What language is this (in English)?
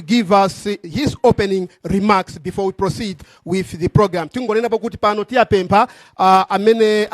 Nyanja